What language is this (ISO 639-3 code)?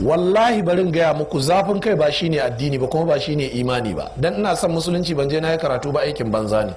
hau